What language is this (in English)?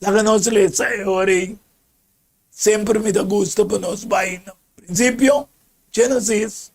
Papiamento